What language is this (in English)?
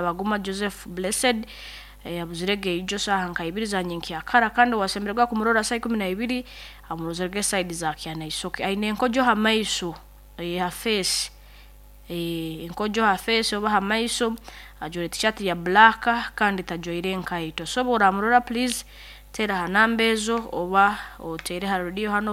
Nyoro